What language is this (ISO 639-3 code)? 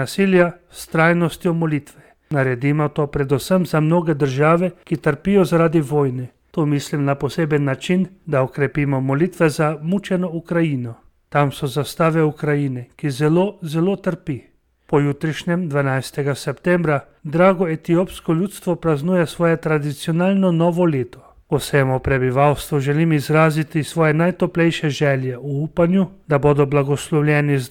slv